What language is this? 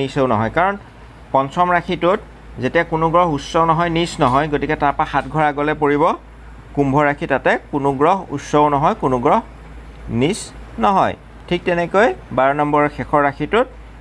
Assamese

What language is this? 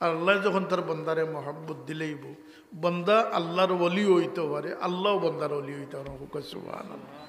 Sylheti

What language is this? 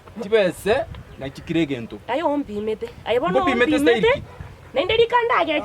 Gusii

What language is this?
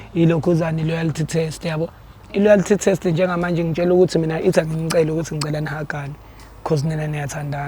Zulu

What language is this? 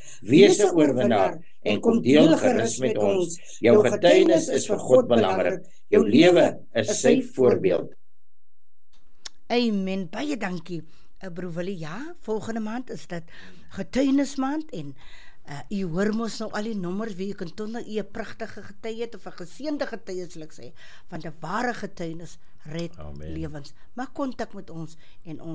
Afrikaans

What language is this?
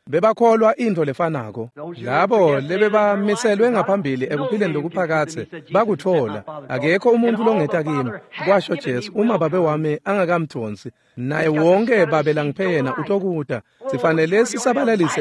Swati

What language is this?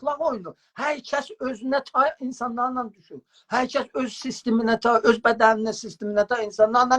South Azerbaijani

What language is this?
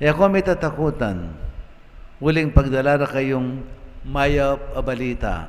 Pampanga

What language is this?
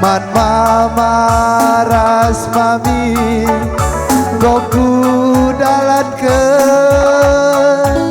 Batak Karo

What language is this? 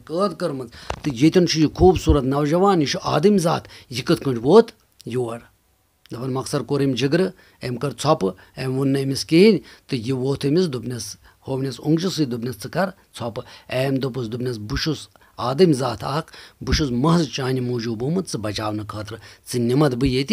Kashmiri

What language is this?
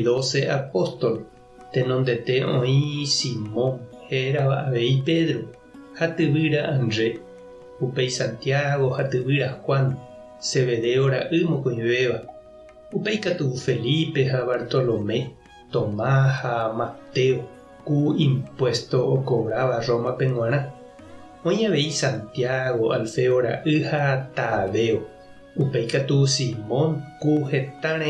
Guarani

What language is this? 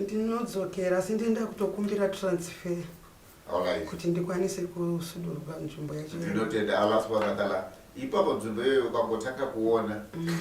Shona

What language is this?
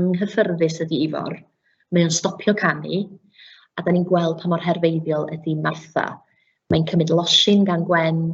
Welsh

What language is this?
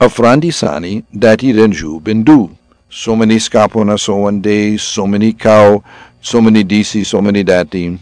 Sranan Tongo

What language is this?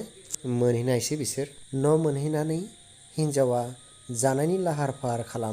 Bodo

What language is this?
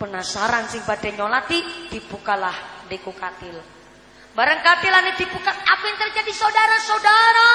Javanese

